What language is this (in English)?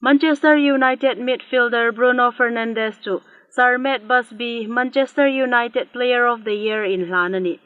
Hmar